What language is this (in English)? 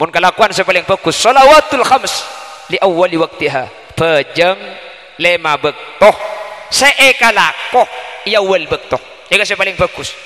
Madurese